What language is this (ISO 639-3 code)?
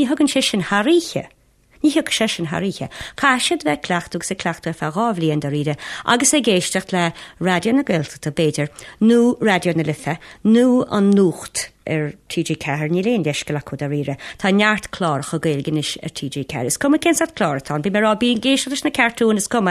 gle